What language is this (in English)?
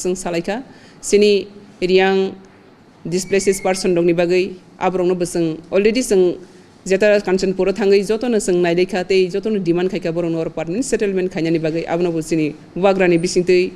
Kok Borok